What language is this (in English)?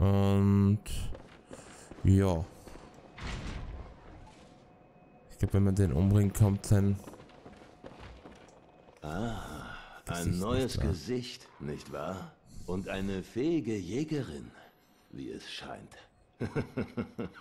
German